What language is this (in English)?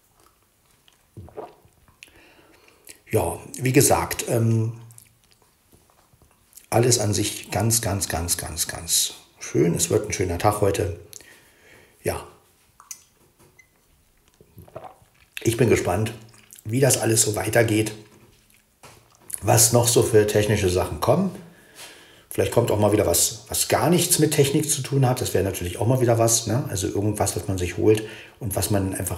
German